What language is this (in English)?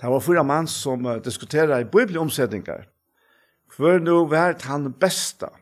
Faroese